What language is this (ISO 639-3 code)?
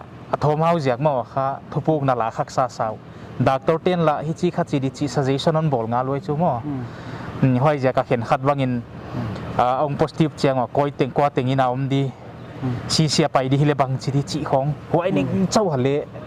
pck